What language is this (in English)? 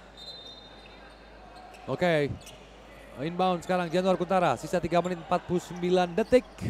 Indonesian